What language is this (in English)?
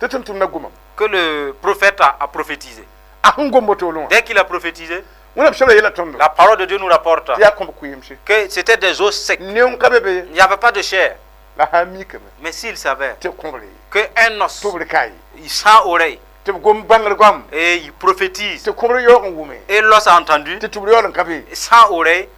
Mossi